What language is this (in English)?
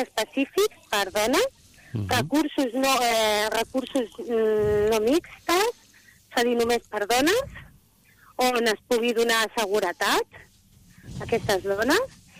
Catalan